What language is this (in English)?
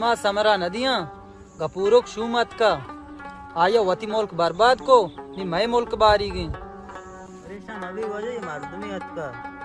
Baluchi